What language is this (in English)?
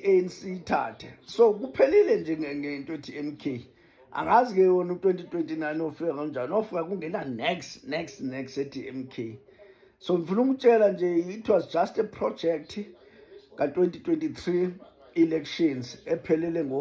Zulu